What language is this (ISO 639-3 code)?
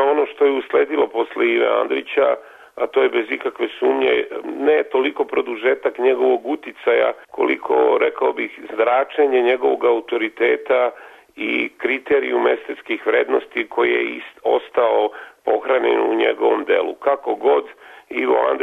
srp